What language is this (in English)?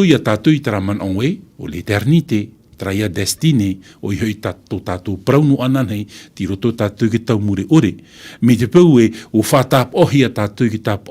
Tahitian